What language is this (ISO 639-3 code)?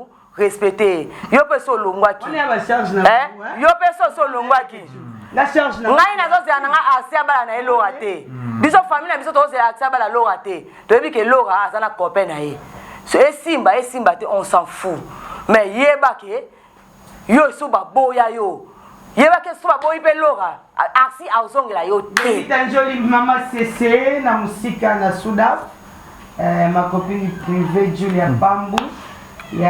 lin